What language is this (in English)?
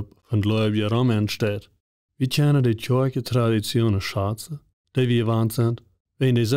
Plautdietsch